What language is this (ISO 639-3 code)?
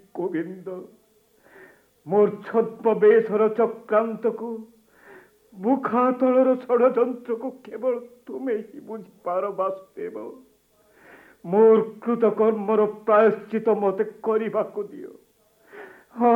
ori